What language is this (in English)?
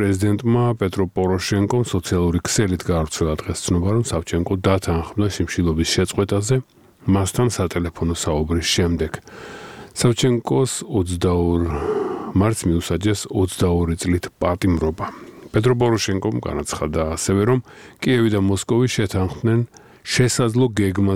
Georgian